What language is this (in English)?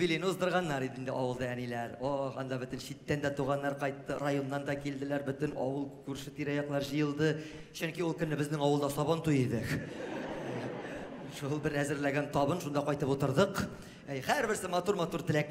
Tatar